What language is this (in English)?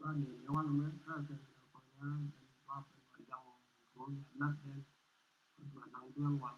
Nuer